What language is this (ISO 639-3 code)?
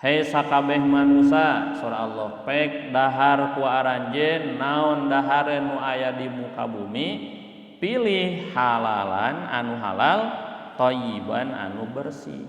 sun